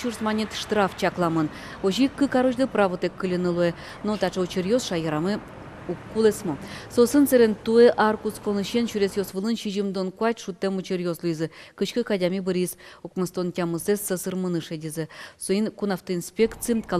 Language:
Udmurt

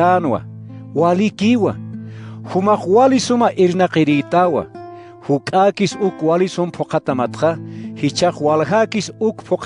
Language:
Aymara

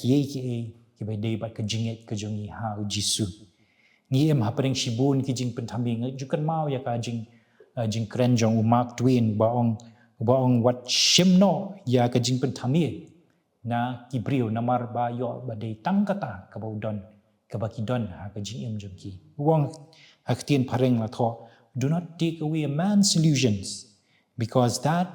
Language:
Khasi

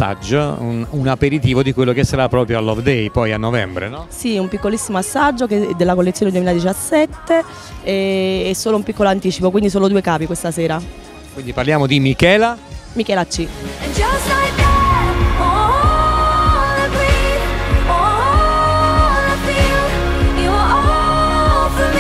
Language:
Italian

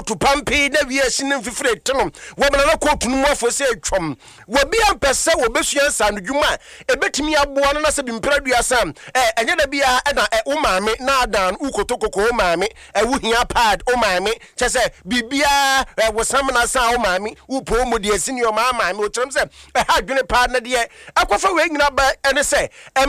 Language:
Akan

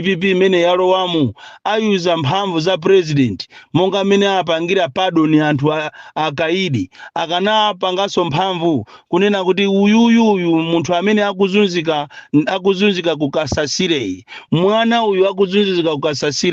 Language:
Nyanja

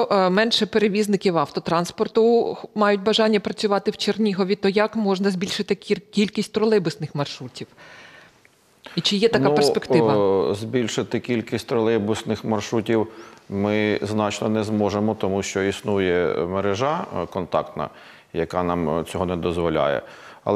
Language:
Ukrainian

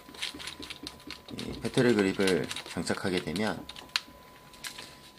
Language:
Korean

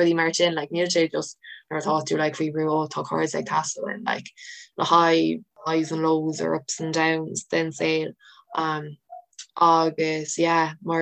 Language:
Irish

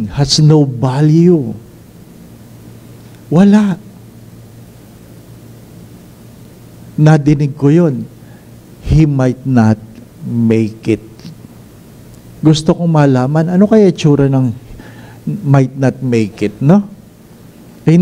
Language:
Filipino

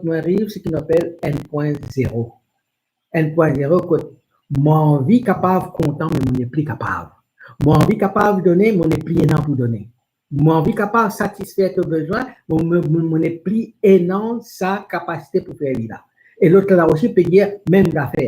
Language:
Morisyen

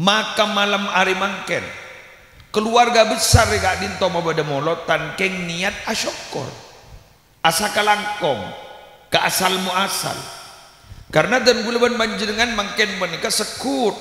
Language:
Madurese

